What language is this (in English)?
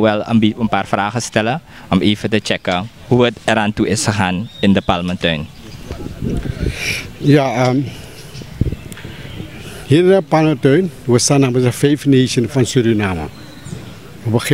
Dutch